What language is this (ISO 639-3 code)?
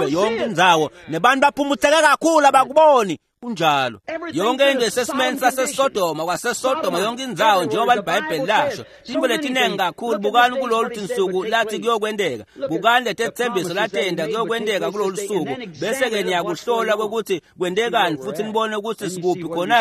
ssw